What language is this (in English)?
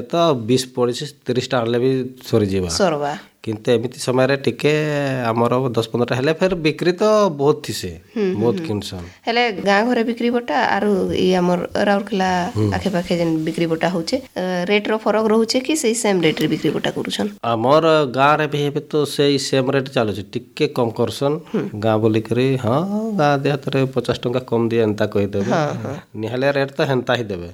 Odia